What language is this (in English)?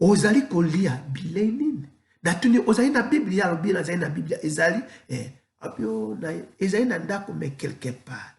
Lingala